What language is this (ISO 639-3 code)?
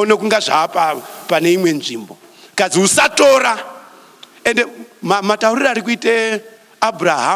sna